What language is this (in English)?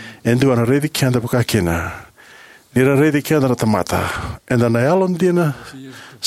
Fijian